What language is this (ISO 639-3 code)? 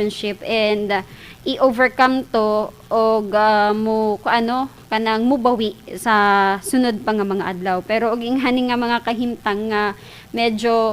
ceb